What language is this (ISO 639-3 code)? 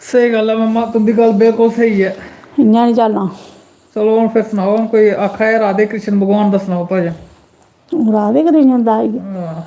doi